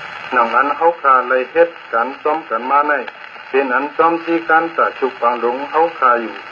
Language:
Shan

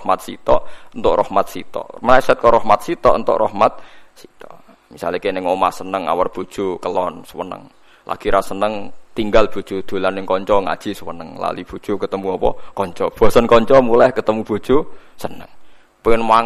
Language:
Javanese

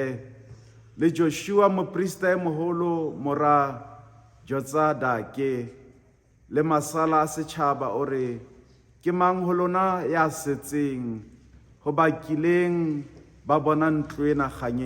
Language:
Southern Sotho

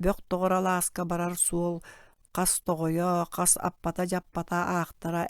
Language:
Yakut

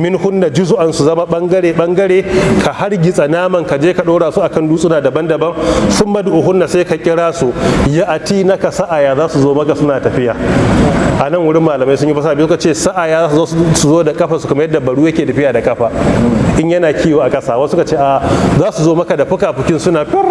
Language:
Hausa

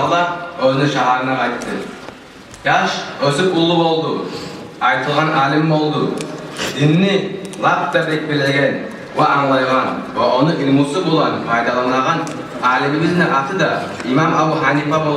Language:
Kumyk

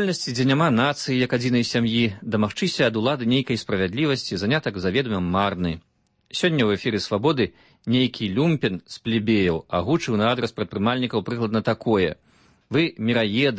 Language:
Belarusian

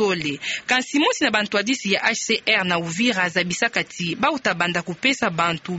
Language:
Kituba (Democratic Republic of Congo)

